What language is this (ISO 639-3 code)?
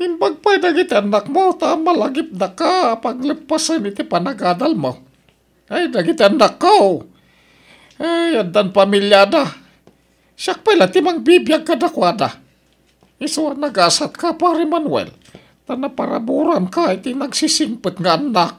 ilo